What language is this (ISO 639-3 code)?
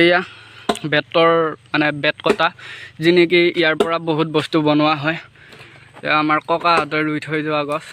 asm